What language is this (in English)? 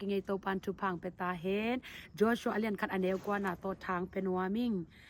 Tedim Chin